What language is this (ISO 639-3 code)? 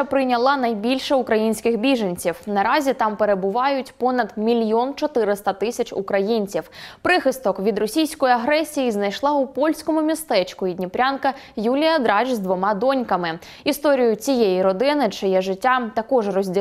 ukr